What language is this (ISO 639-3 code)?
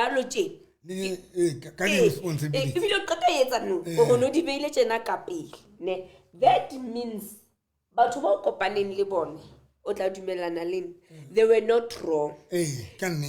sot